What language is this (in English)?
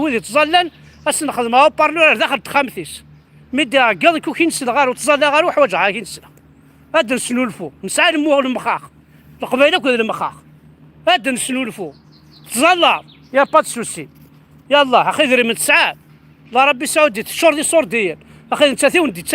Kabyle